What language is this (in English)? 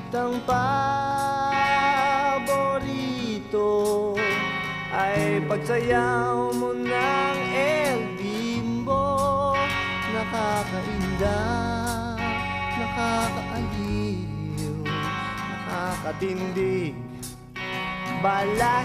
Filipino